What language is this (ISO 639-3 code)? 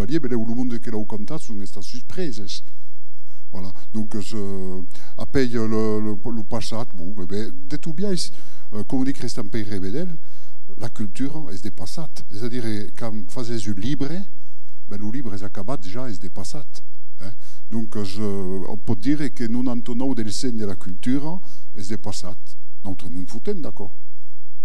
oci